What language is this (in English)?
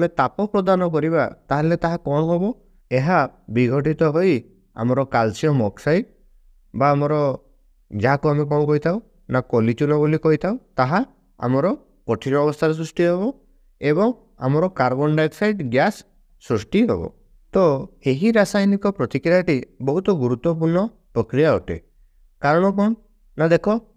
Odia